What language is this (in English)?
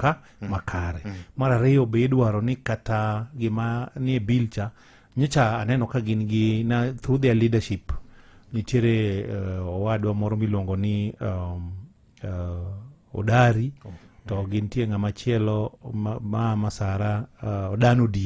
Luo (Kenya and Tanzania)